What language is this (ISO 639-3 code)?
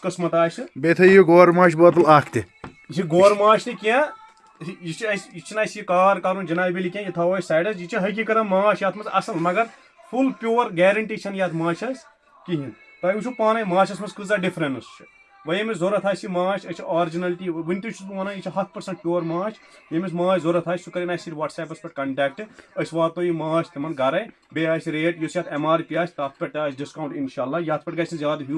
kas